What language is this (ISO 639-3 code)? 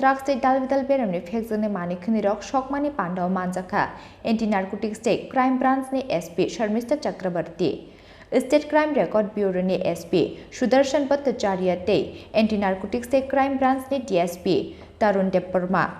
trp